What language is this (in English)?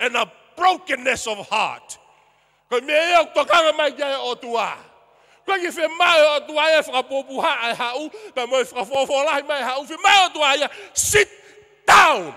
Tongan